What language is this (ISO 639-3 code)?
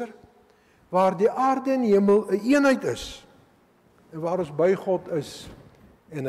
afr